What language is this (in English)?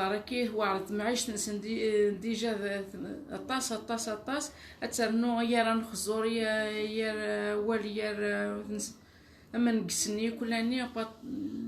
Kabyle